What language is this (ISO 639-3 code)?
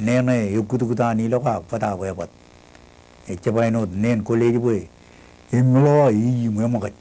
mah